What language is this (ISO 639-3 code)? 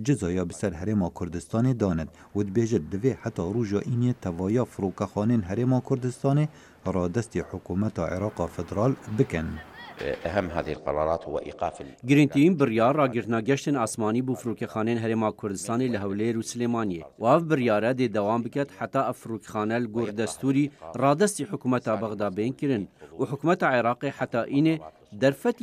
kur